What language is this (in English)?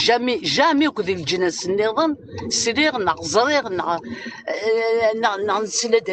Kabyle